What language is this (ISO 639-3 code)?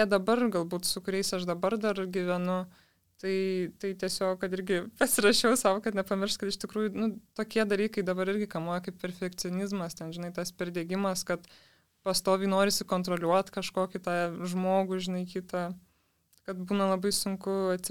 lit